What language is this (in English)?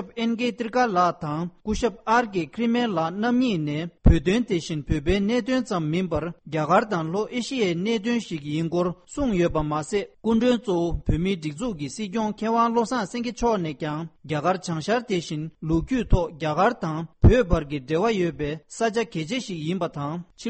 Tibetan